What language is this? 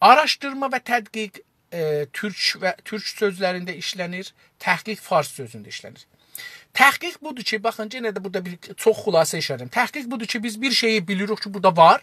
South Azerbaijani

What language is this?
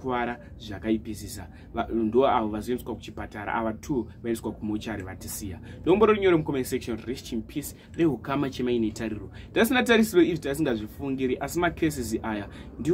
Shona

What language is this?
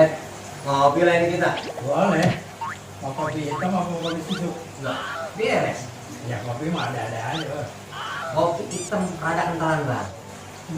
Betawi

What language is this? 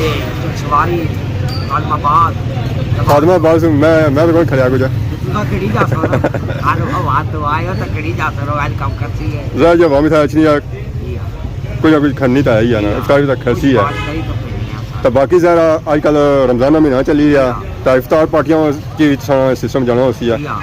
Pahari-Potwari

